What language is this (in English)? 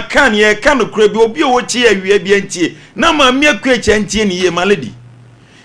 Akan